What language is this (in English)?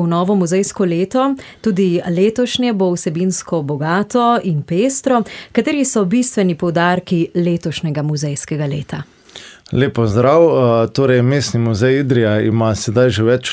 Slovenian